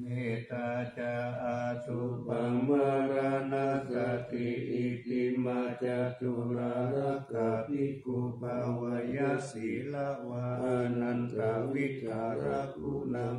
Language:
Pali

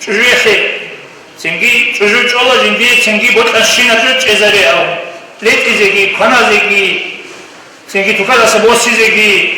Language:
Avaric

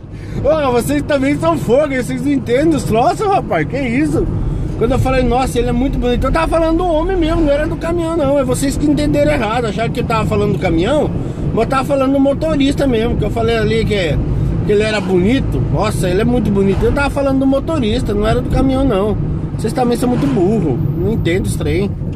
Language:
Portuguese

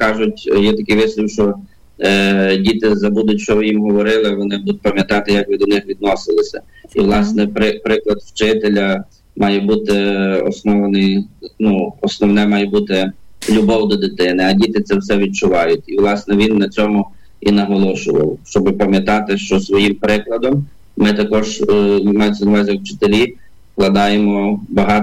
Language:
Ukrainian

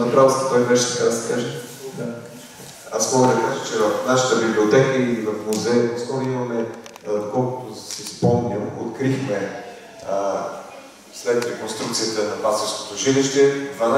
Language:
Bulgarian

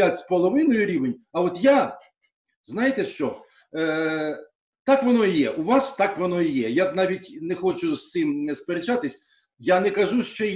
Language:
Ukrainian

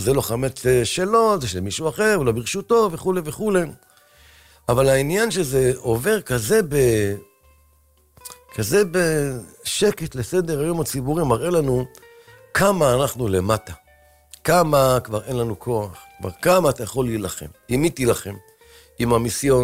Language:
Hebrew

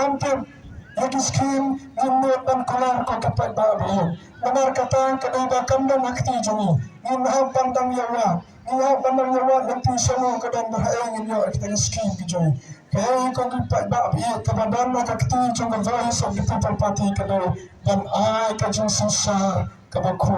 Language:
Khasi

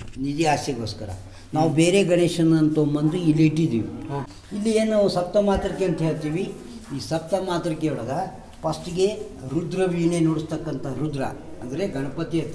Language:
Kannada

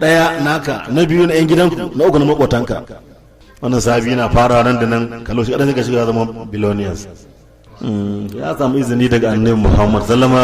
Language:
Hausa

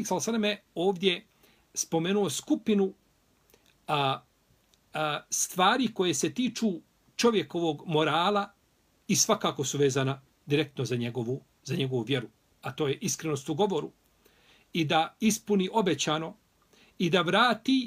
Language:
Bosnian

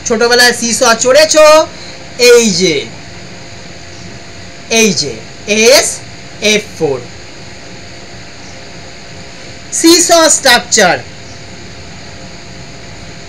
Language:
Bangla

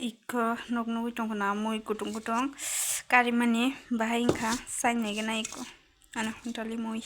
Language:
Kok Borok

